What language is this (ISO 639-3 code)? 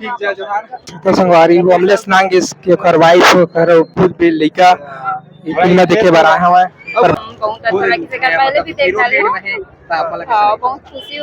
hne